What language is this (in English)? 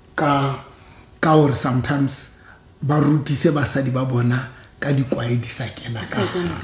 Southern Sotho